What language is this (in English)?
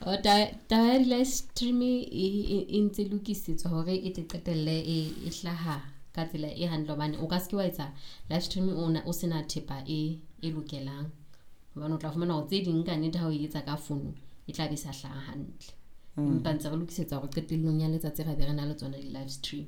Southern Sotho